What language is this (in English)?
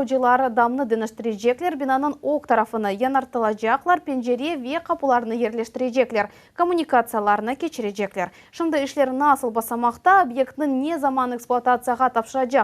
Crimean Tatar